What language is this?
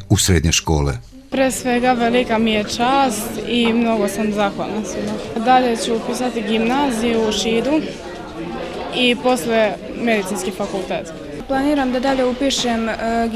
Serbian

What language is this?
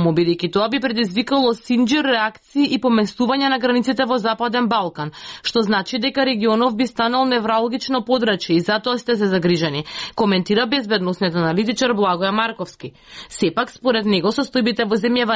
Macedonian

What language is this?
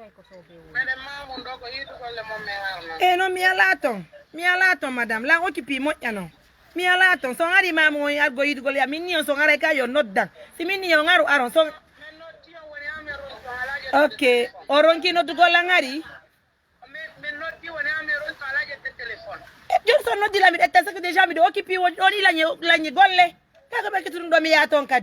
Pular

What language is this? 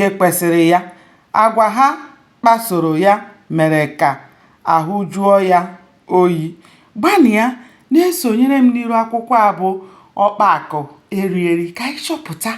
Igbo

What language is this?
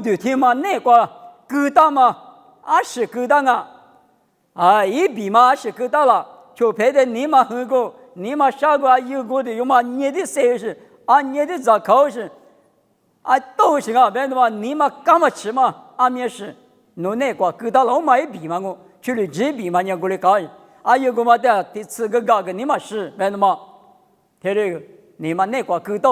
Lisu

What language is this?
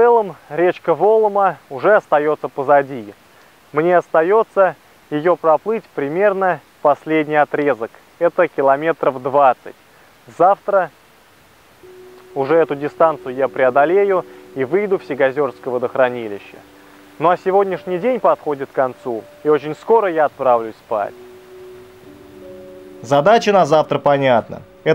Russian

